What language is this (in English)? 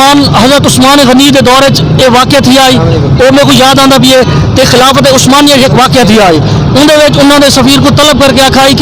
Saraiki